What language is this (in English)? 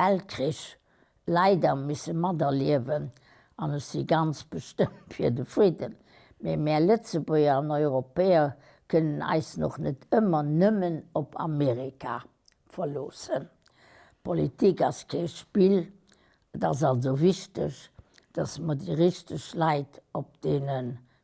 Luxembourgish